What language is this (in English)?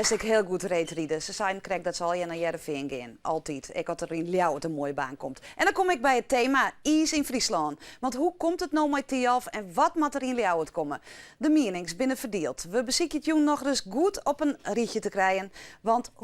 Western Frisian